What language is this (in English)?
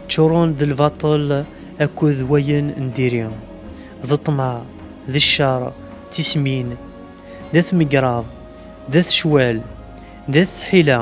Kabyle